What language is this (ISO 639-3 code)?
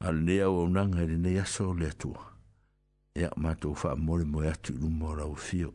smo